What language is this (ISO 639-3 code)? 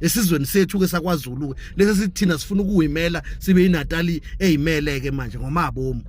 zul